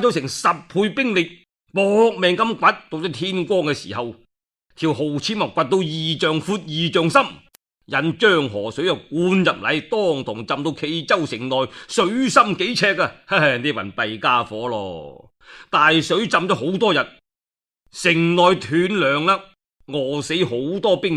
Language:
Cantonese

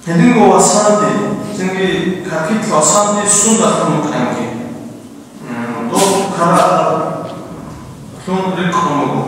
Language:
Avaric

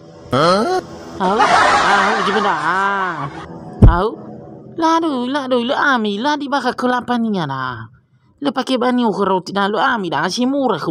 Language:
Nias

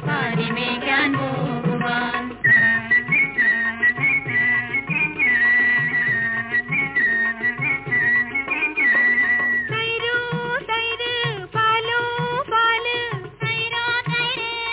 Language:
Malayalam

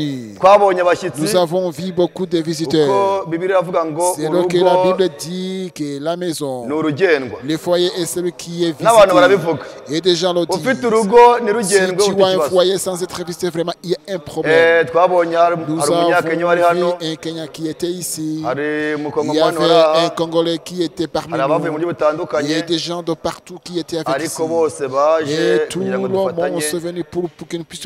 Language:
Kinyarwanda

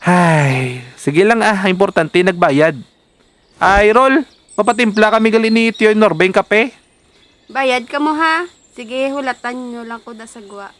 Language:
Hiligaynon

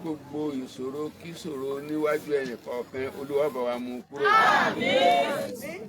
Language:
Yoruba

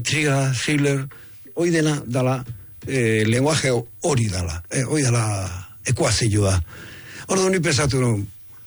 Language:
Basque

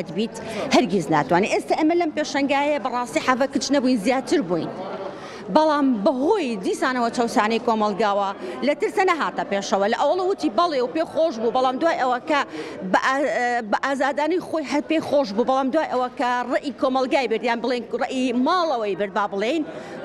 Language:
Central Kurdish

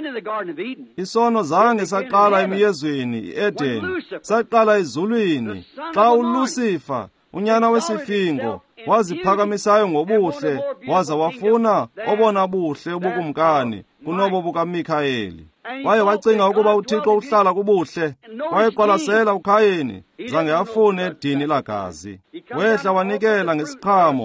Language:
Xhosa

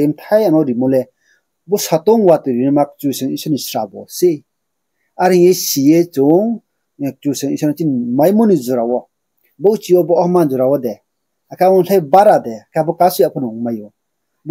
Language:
Riang (India)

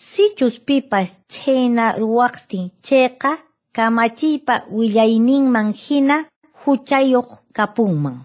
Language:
Quechua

